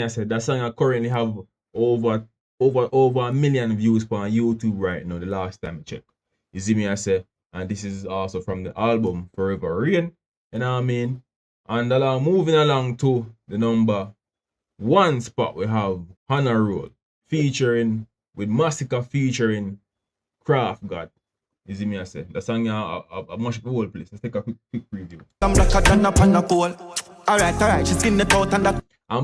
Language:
Jamaican Creole English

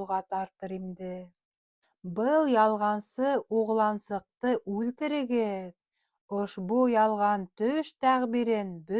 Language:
Bashkir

